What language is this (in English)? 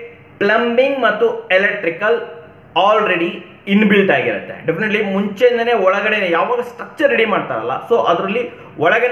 Kannada